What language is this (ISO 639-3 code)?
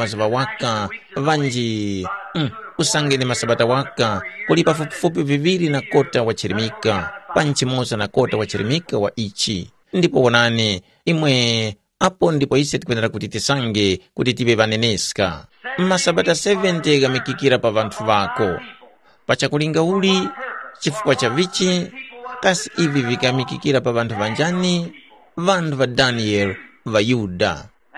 tum